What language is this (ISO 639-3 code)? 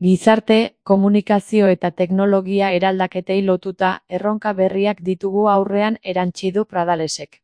eus